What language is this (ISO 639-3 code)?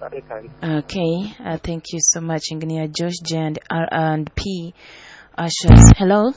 nyo